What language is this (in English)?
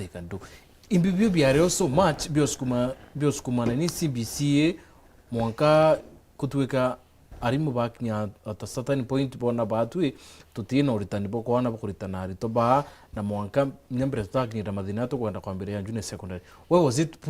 Meru